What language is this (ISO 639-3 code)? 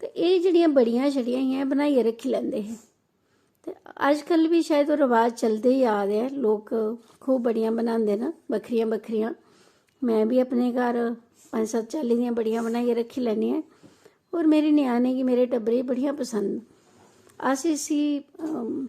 doi